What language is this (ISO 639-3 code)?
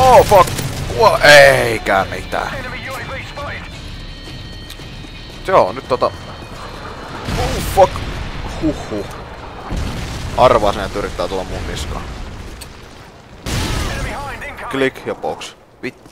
fin